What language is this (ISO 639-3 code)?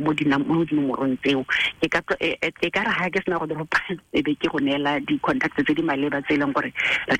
tsn